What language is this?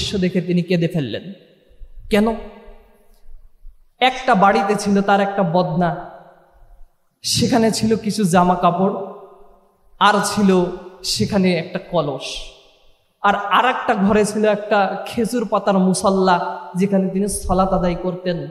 Bangla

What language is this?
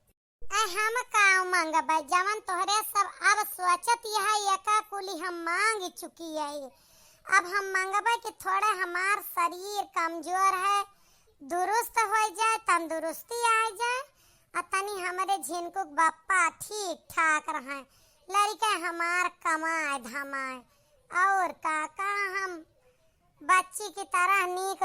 Awadhi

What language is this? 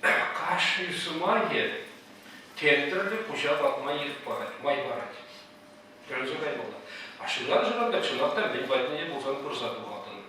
Chuvash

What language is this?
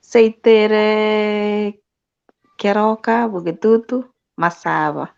Gusii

